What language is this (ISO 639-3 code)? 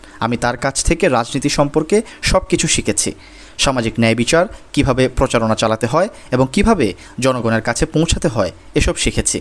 ben